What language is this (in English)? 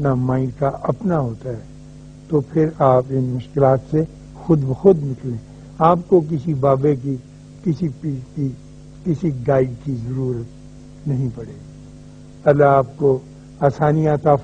Urdu